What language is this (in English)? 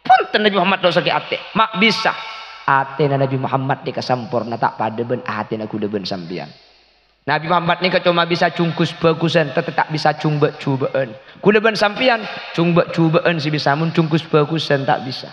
Madurese